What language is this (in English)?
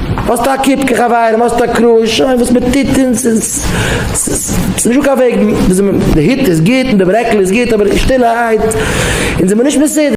Yiddish